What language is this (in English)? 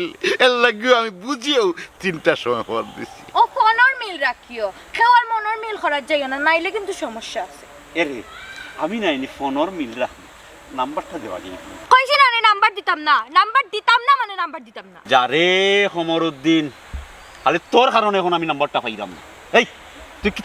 Sylheti